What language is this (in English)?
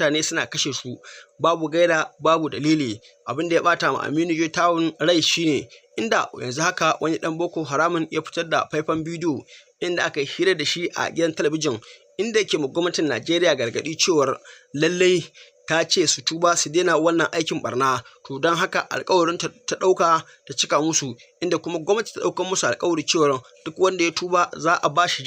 Hausa